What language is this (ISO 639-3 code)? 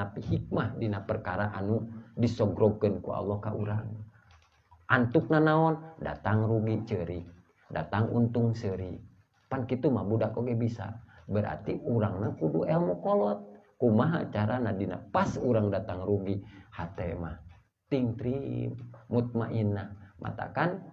sun